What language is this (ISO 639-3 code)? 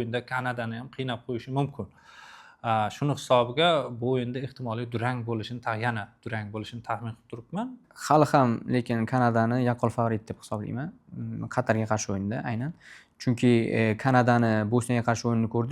uzb